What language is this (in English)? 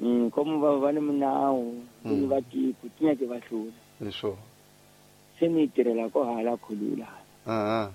Tsonga